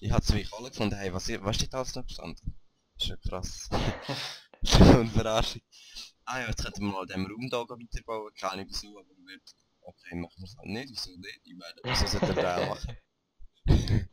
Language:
Swiss German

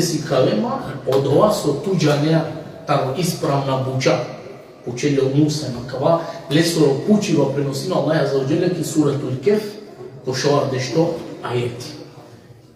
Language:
Balkan Romani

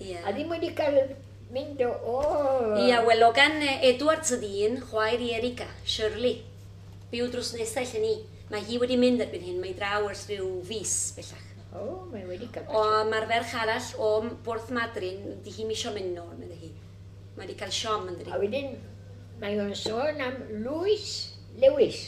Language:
Welsh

